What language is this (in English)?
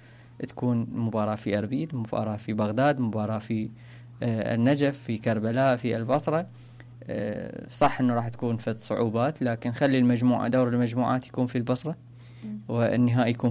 Mesopotamian Arabic